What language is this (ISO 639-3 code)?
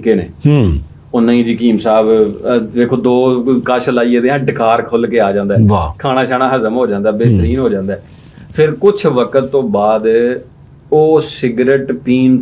lah